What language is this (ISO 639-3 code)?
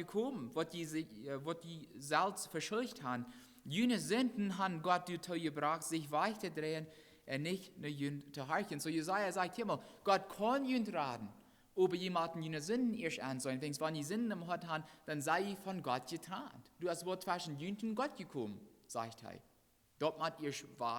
pdt